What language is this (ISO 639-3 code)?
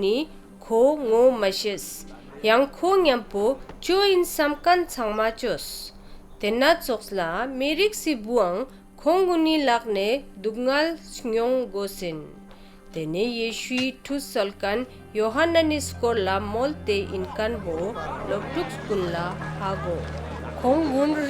lbj